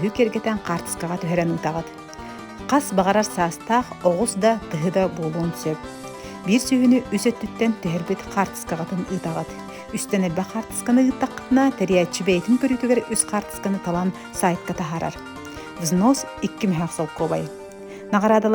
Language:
Yakut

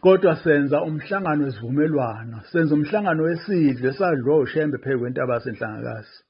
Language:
Zulu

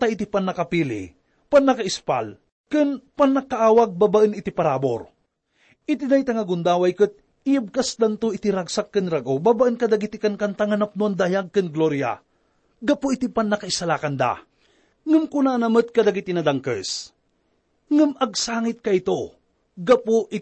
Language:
Iloko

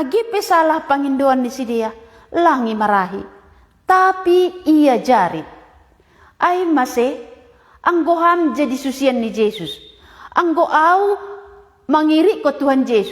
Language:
Batak Simalungun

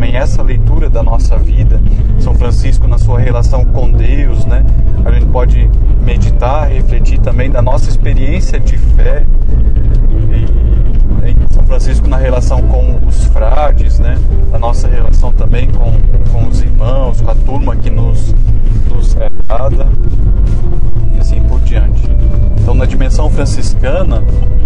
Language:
Portuguese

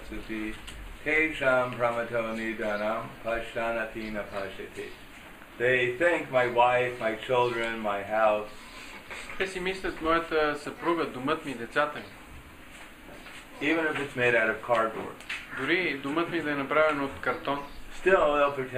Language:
Bulgarian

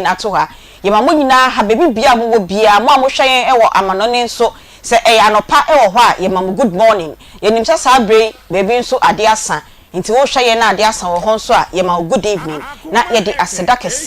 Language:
Akan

